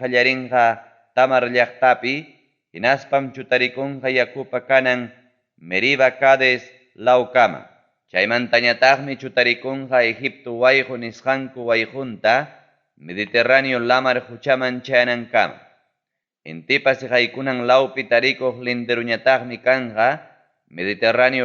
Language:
Ayacucho Quechua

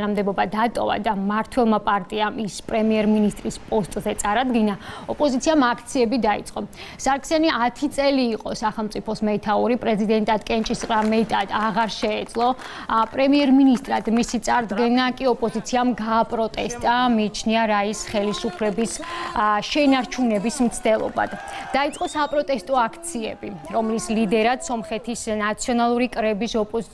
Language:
Georgian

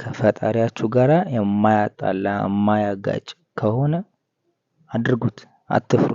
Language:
Amharic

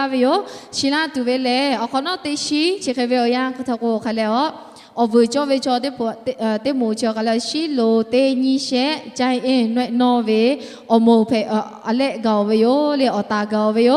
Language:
Lahu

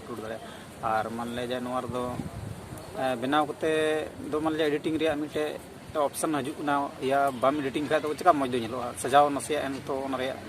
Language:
Santali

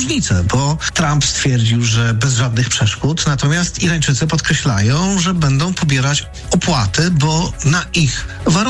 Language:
Polish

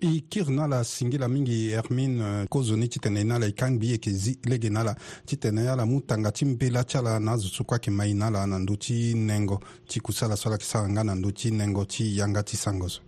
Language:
Sango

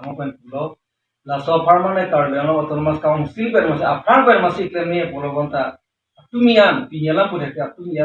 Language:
Karbi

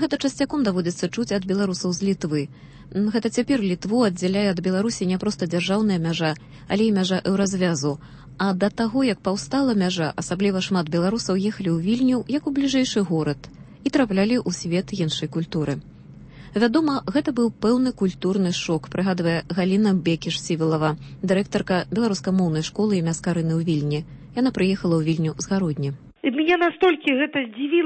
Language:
Belarusian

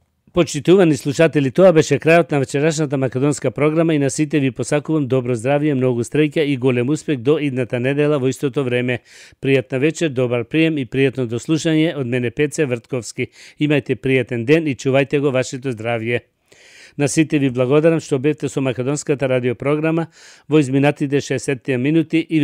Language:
Macedonian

